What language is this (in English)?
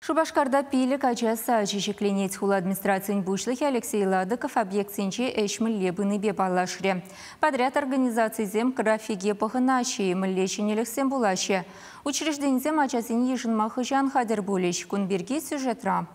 Chuvash